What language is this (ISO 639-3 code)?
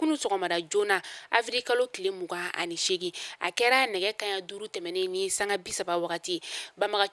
bam